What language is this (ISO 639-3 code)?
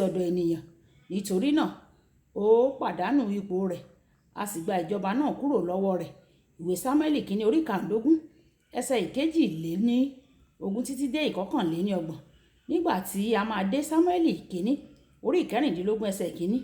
yor